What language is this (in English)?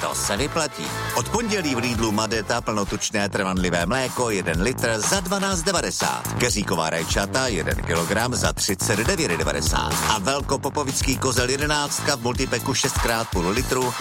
Czech